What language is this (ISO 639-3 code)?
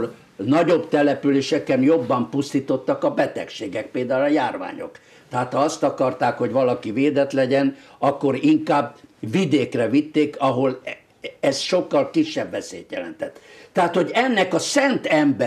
hun